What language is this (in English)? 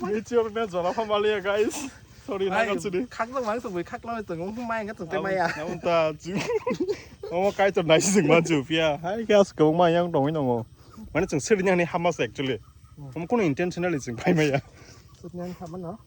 Kok Borok